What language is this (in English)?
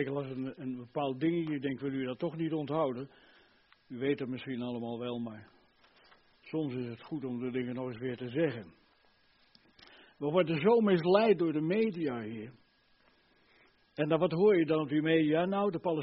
Dutch